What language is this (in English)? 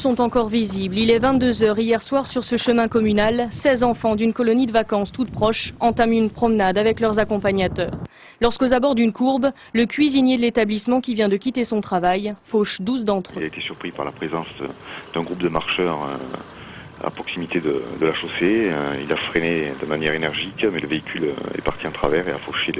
French